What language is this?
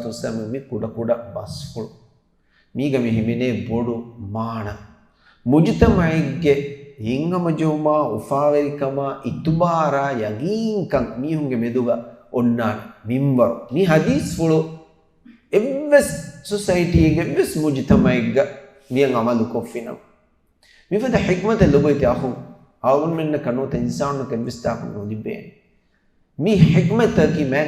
Divehi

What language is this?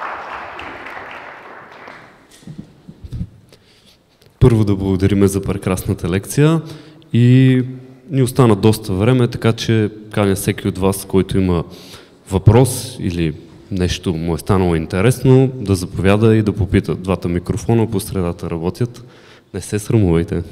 Bulgarian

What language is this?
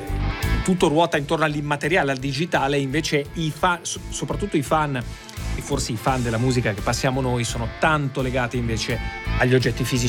Italian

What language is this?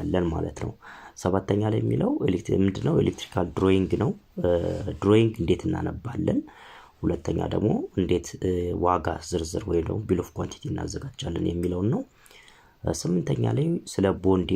Amharic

